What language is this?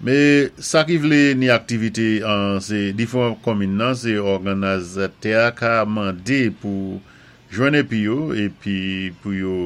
Saint Lucian Creole French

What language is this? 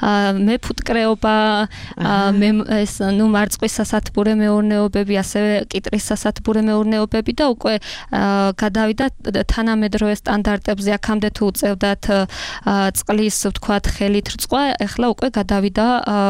Georgian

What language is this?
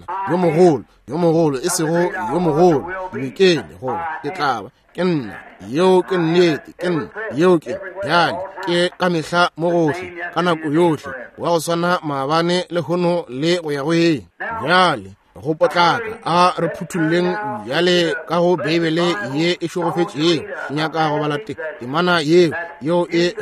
Northern Sotho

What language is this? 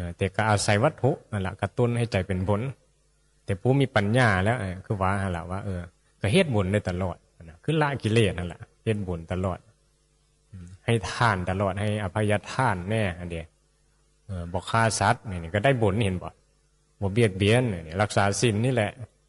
Northeastern Thai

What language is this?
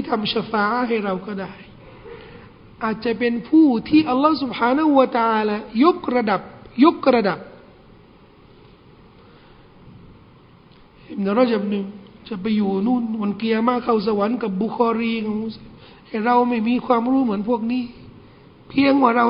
Thai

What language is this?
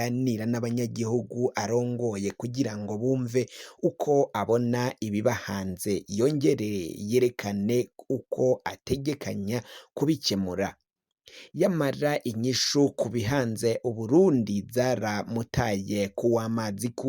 Rundi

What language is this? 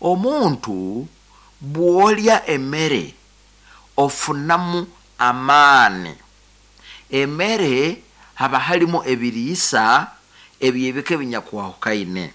Nyankole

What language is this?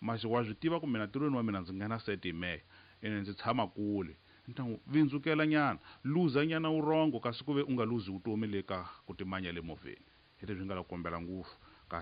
Tsonga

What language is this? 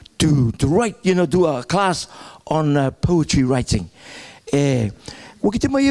Rarotongan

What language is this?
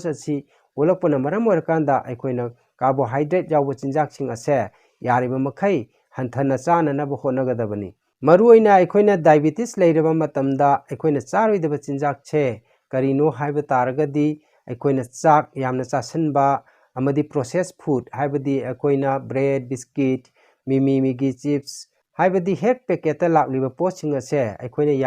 Manipuri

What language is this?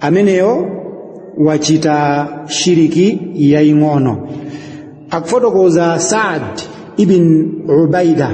Nyanja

